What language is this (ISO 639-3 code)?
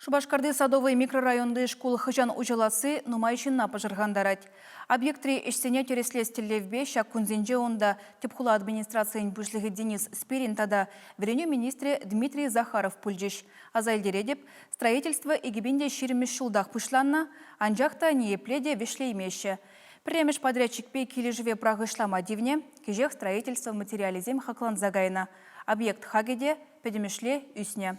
chv